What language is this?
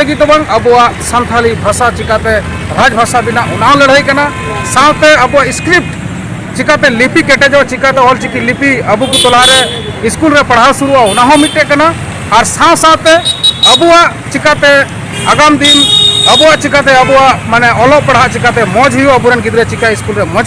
Santali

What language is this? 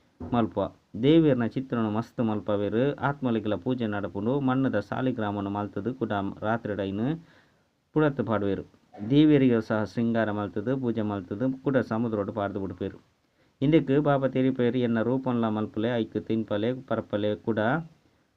Tulu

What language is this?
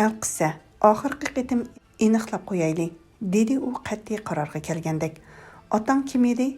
Uyghur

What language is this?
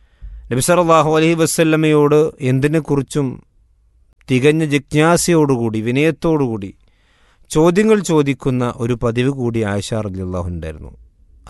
Malayalam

